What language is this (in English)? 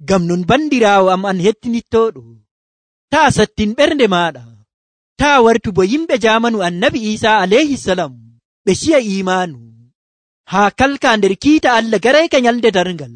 Nigerian Fulfulde